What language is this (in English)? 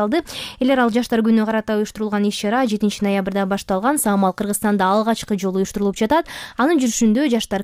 Kyrgyz